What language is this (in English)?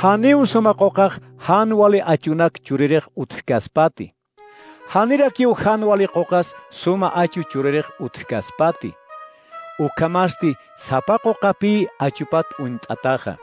Aymara